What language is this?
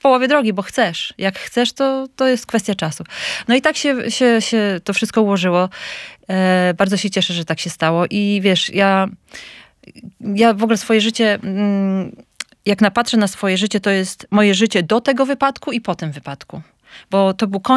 Polish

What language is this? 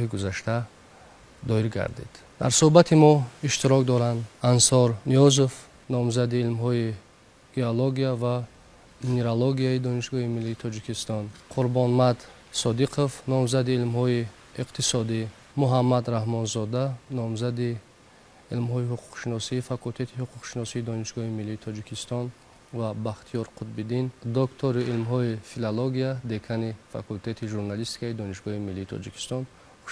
Tajik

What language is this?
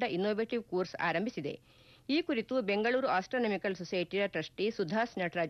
Kannada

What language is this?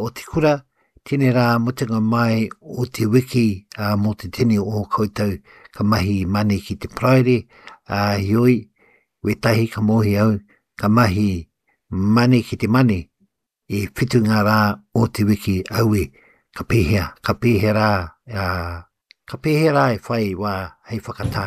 Māori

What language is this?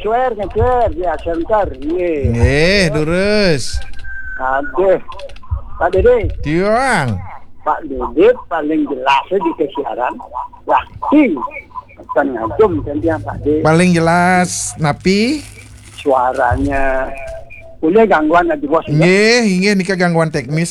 Balinese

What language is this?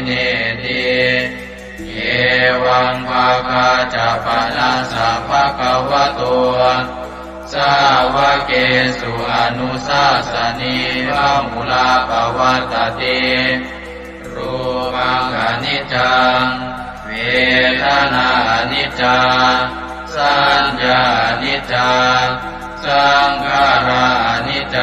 Pali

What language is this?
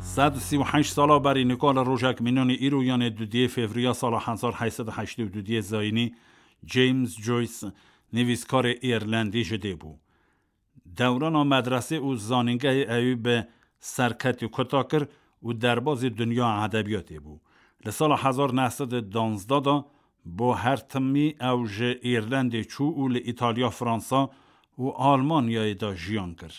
Kurdish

